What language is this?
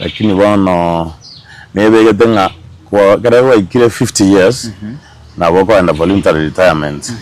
Gusii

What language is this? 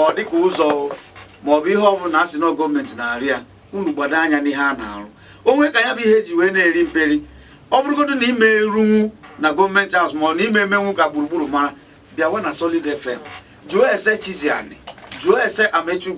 Igbo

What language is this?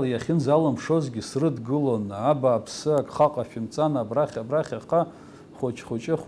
Abkhazian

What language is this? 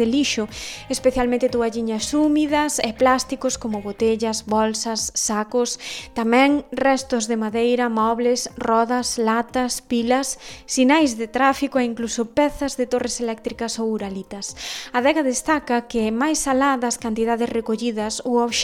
Galician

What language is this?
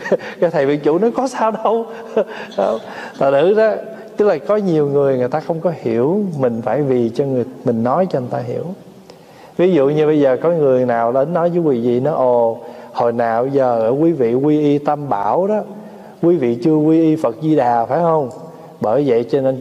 Vietnamese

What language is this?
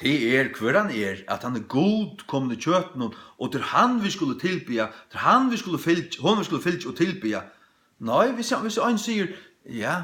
Faroese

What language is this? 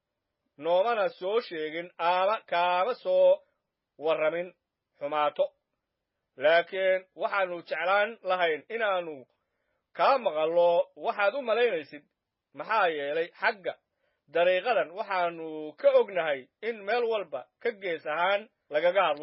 Somali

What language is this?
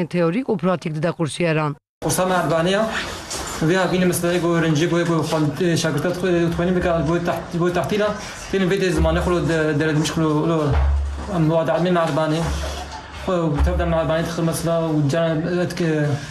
Kurdish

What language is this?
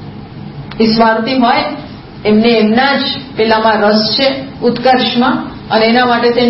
Gujarati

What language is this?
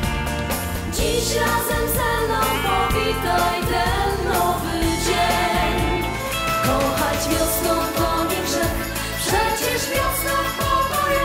Polish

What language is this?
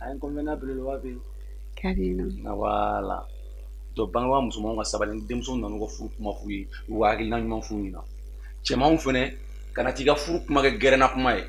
Bambara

